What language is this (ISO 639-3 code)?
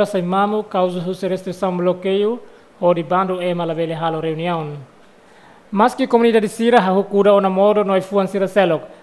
tet